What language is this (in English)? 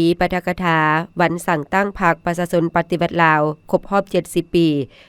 Lao